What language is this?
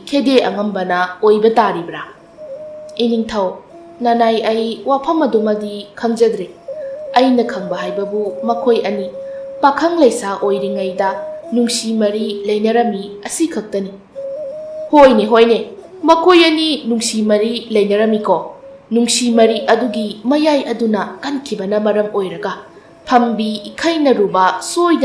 Manipuri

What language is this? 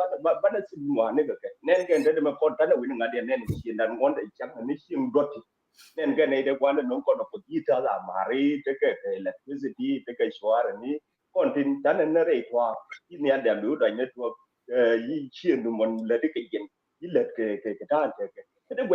Nuer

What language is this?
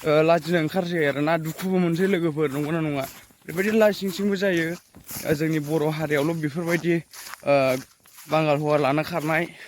Bodo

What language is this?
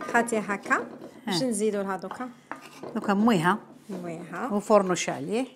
Algerian Arabic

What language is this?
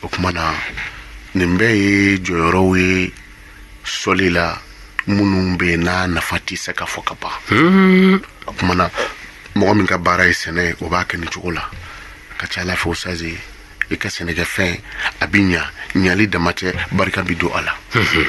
Bambara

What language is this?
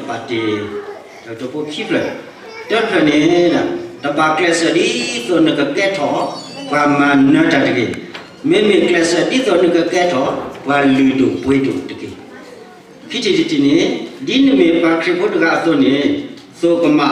S'gaw Karen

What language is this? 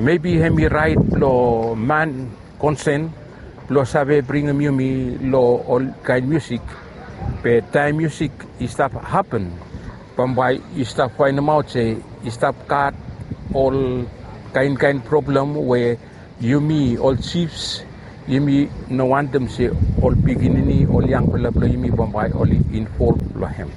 Bislama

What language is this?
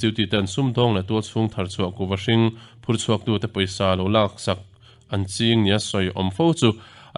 Mizo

